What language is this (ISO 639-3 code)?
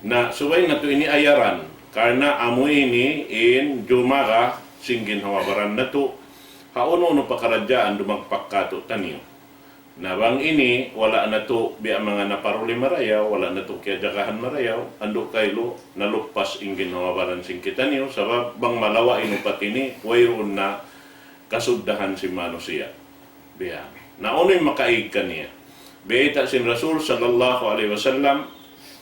tsg